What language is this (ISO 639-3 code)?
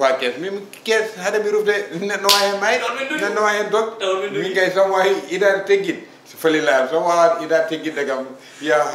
ful